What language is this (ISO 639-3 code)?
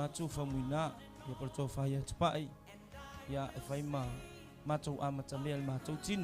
smo